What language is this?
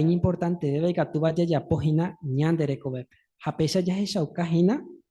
Guarani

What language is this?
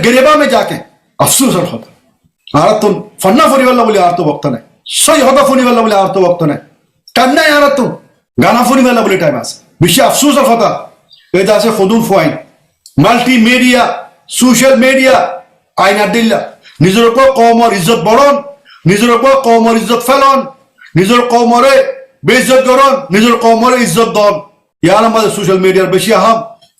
Rohingya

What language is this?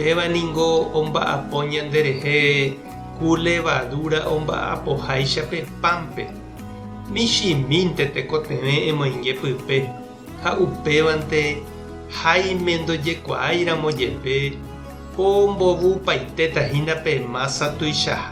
Guarani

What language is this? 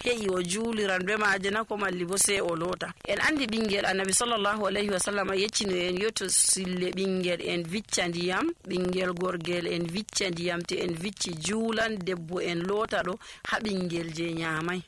Nigerian Fulfulde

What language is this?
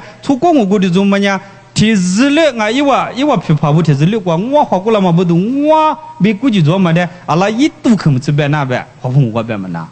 Lisu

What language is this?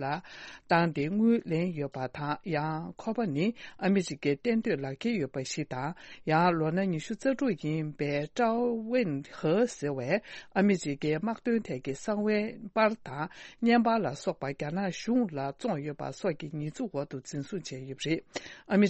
Tibetan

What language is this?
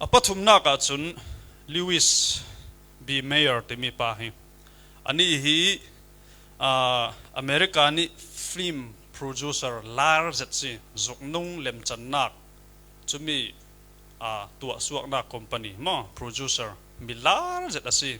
Falam Chin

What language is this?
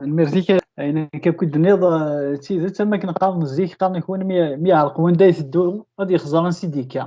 Kabyle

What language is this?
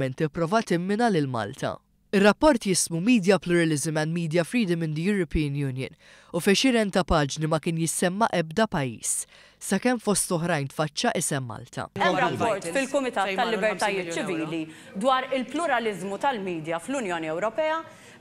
Maltese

